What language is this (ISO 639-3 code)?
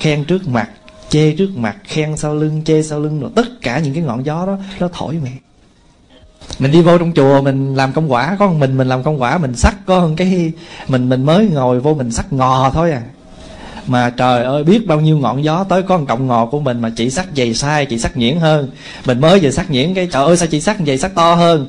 vie